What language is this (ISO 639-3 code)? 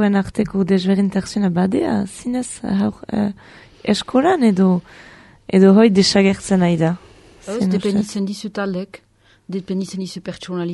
eus